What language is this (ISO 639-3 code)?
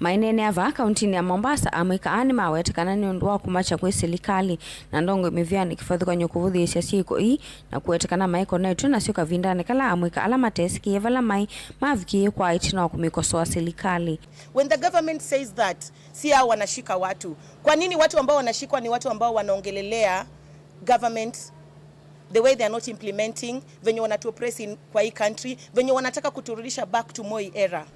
kam